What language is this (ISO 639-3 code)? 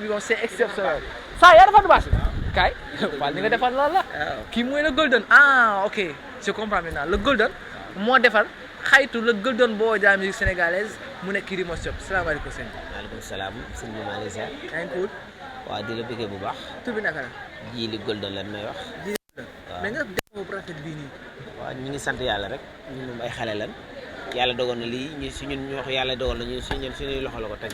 wol